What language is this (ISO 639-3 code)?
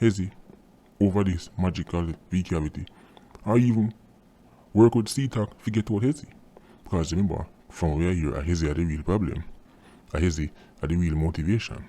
jam